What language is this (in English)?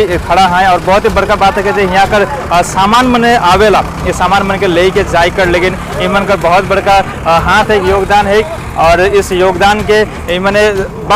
Sadri